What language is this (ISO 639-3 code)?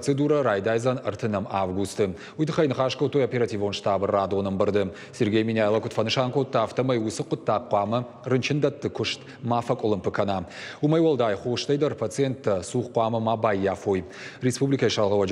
oss